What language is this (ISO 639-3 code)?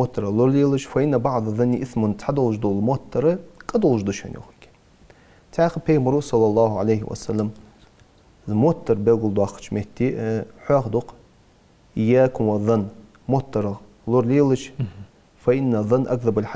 inh